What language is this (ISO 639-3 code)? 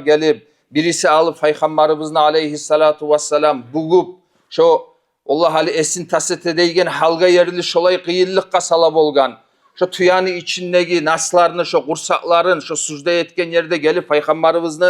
kum